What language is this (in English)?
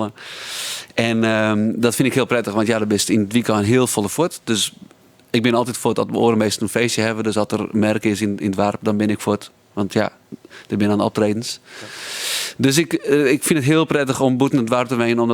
Western Frisian